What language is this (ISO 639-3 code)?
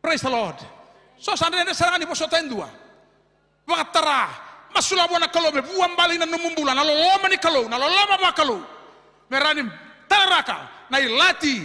fij